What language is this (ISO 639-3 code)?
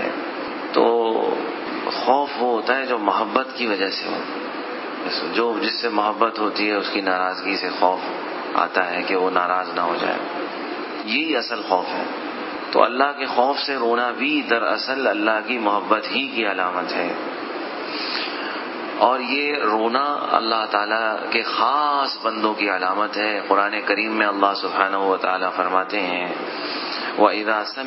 urd